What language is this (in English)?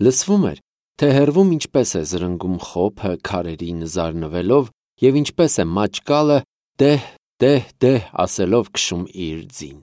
Armenian